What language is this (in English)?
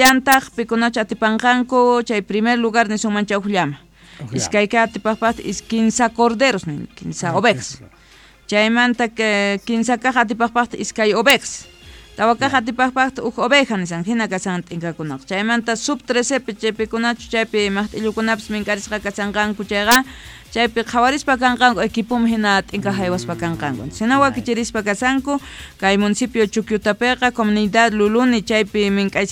Quechua